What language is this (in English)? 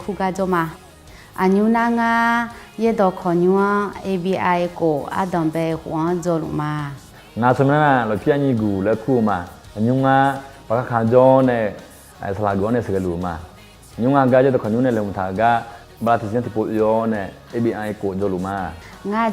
Akha